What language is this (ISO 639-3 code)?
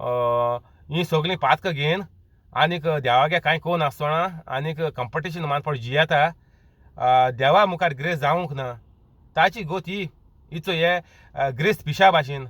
kok